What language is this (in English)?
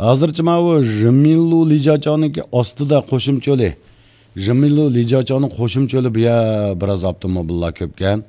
Uyghur